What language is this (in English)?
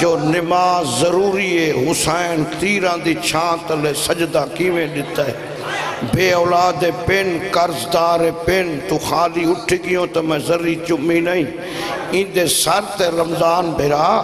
Saraiki